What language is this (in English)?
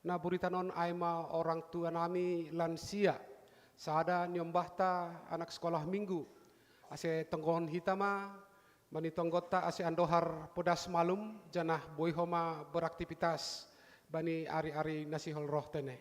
Batak Simalungun